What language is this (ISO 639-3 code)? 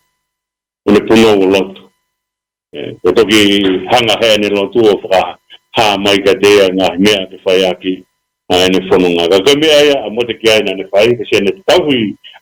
ton